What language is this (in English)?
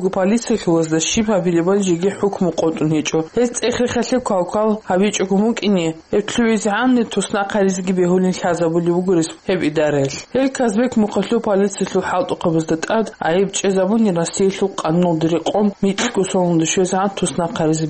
Avaric